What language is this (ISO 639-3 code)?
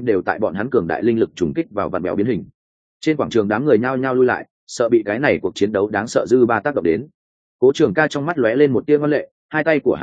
vie